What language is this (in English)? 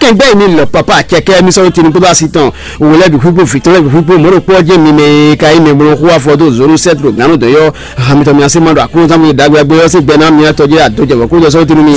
Fon